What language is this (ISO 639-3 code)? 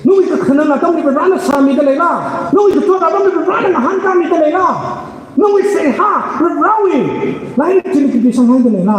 nmf